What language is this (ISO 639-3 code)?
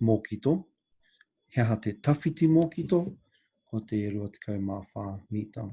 mri